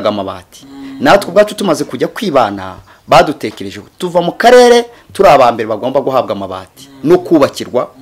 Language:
Kinyarwanda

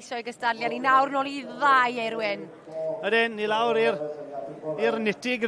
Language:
Welsh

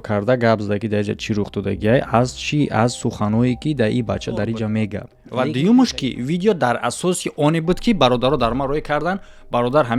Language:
Tajik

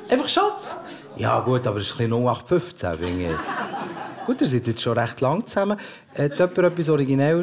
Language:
Swiss German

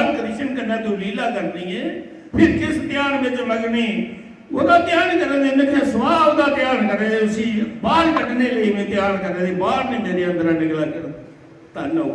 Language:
Dogri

